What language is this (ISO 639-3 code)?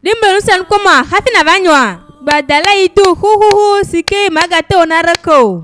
ewe